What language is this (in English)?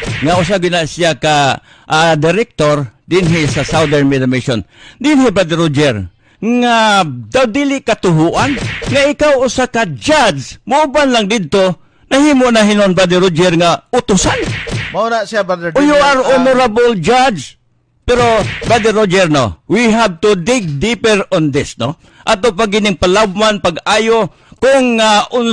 Cebuano